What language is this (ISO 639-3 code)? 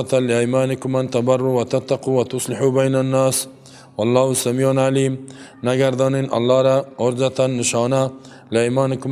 fas